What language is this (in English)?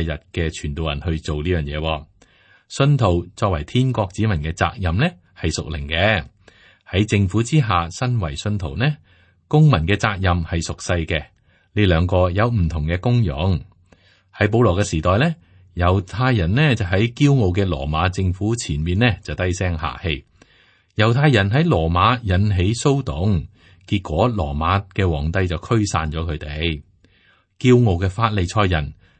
Cantonese